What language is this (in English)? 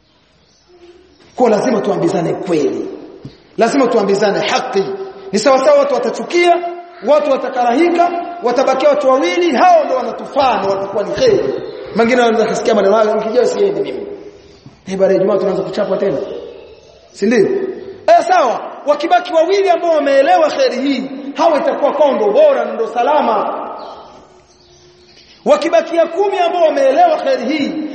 Swahili